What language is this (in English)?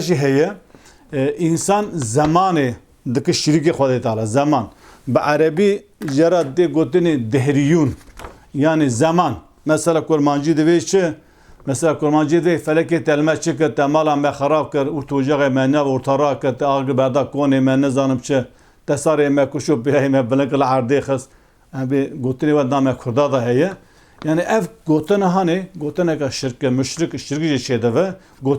Kurdish